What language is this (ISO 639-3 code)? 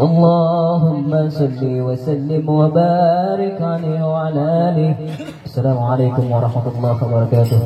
bew